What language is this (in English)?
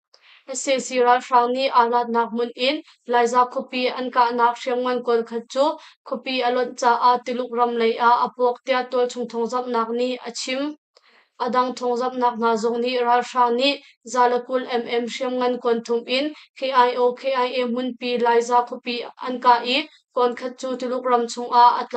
Hakha Chin